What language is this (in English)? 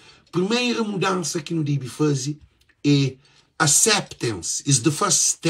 Kabuverdianu